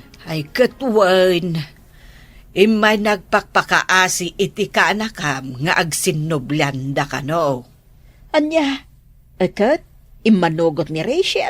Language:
Iloko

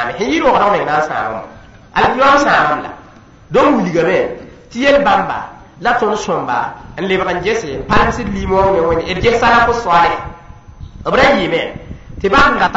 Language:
Mossi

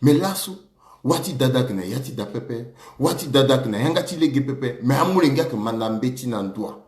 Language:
Sango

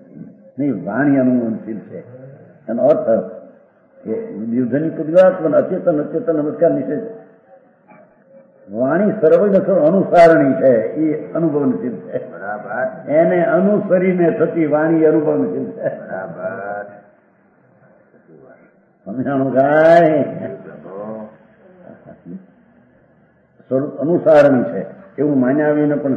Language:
Gujarati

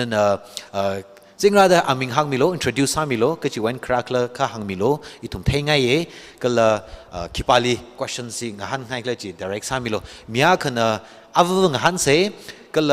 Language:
Tangkhul Naga (India)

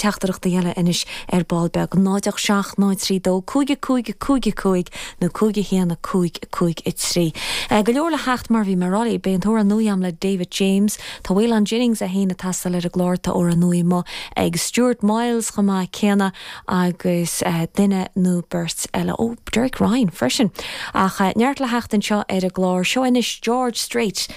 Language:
Irish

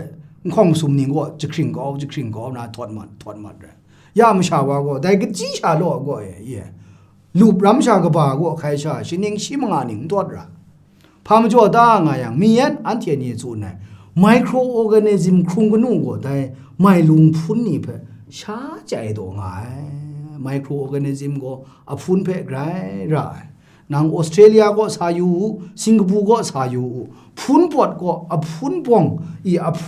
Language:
Kachin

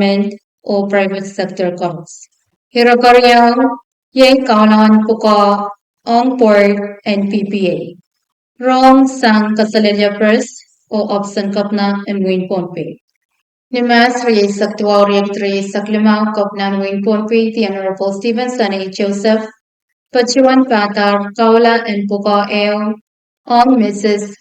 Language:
Pohnpeian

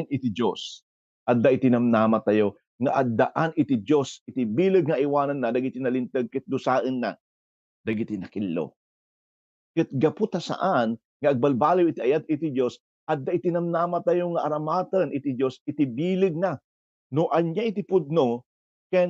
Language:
Iloko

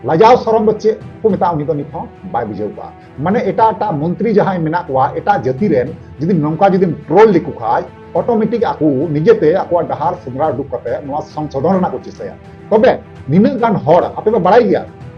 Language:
Santali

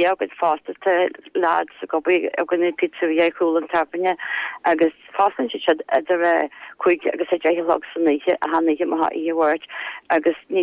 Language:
Irish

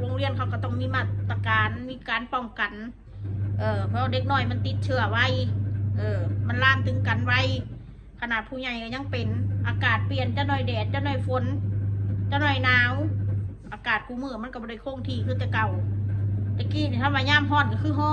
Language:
Northeastern Thai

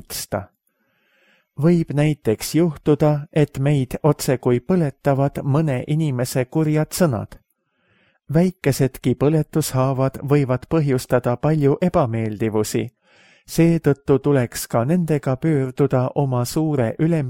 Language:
Estonian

